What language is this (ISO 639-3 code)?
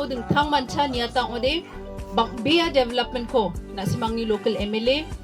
grt